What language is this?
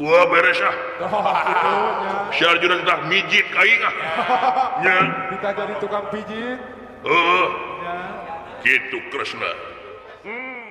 Sundanese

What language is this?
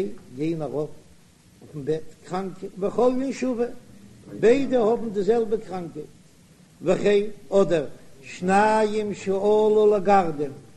Yiddish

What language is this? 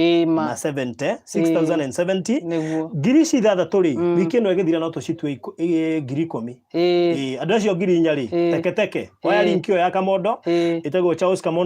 Kikuyu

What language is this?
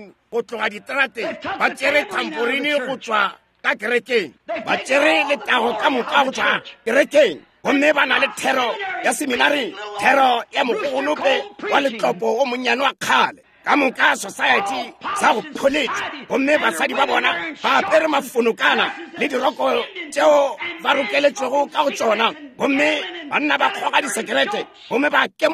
Northern Sotho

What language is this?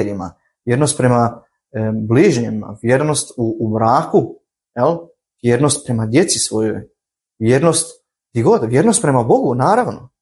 Croatian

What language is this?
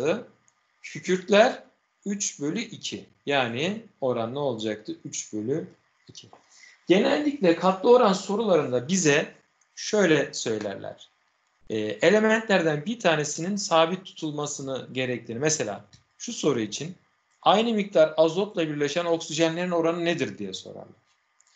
Turkish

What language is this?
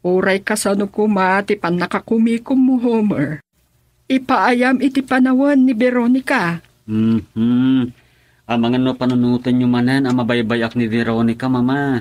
Iloko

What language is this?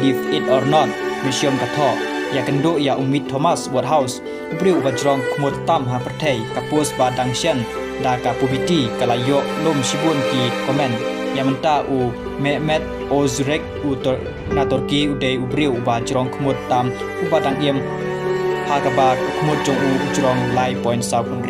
Khasi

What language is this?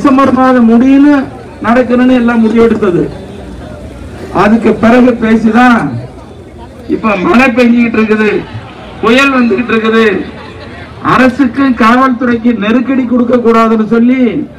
Tamil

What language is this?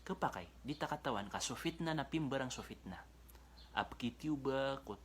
Maranao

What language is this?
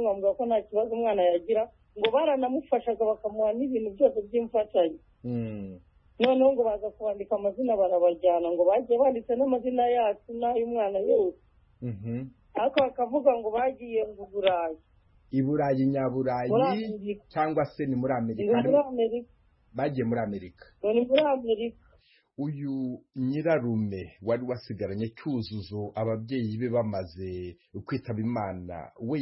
Kinyarwanda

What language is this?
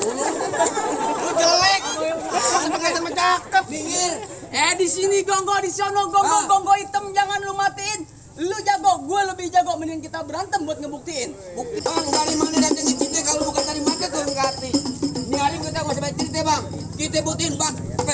Betawi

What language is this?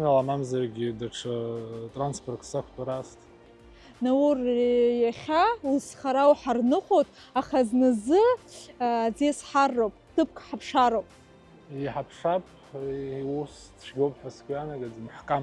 Abkhazian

